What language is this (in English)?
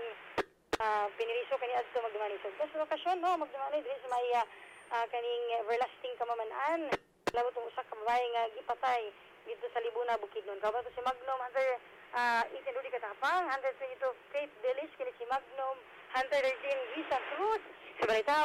Cebuano